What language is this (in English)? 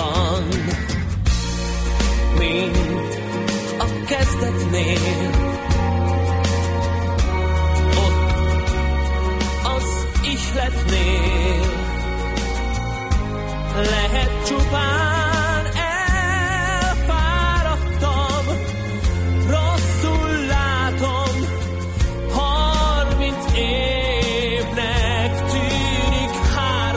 Hungarian